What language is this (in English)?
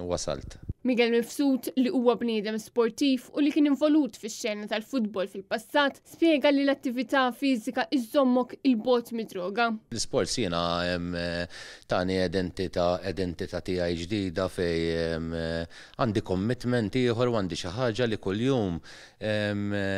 Maltese